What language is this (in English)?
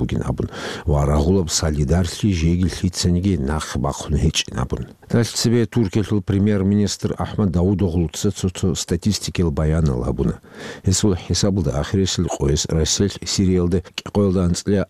Avaric